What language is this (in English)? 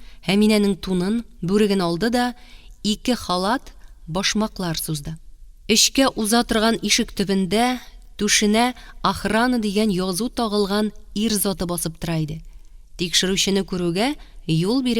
Tatar